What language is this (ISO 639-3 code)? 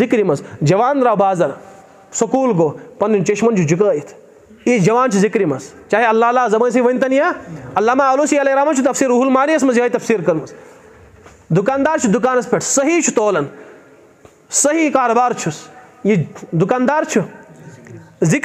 kas